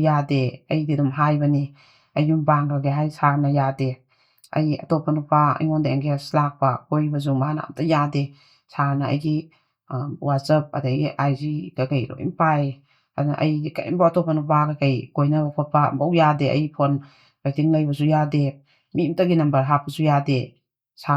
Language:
Manipuri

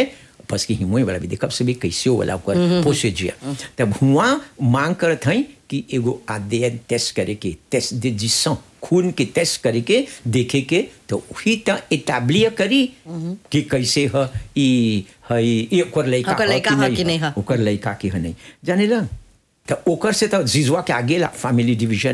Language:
Bhojpuri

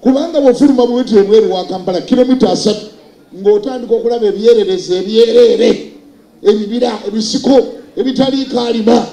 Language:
Ganda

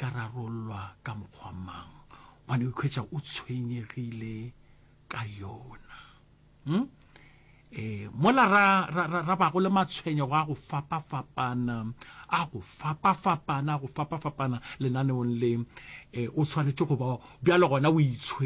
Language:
Northern Sotho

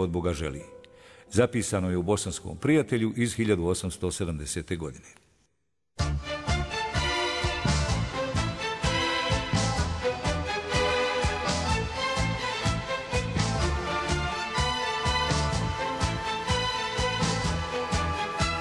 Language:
Bosnian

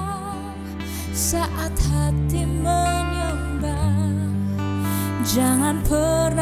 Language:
Indonesian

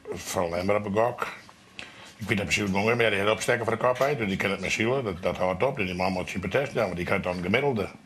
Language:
Western Frisian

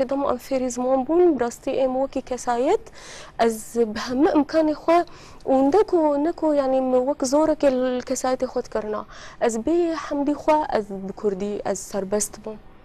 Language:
Kurdish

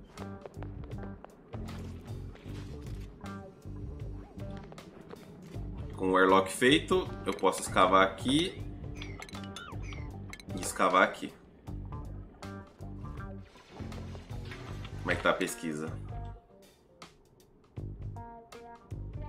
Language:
Portuguese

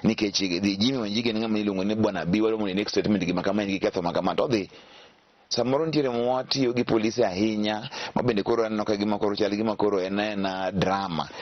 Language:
Luo (Kenya and Tanzania)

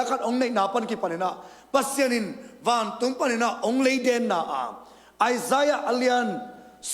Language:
Tedim Chin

